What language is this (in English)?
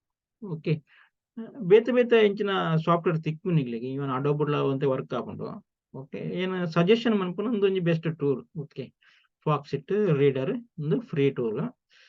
Tulu